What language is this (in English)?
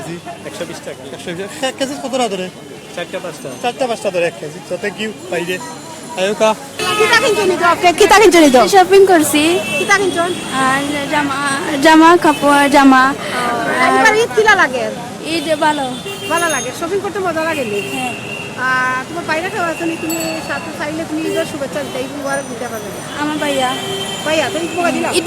Sylheti